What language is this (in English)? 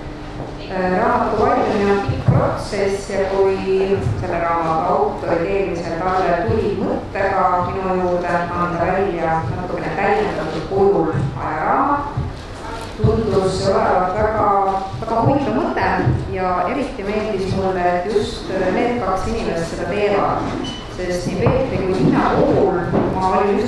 Estonian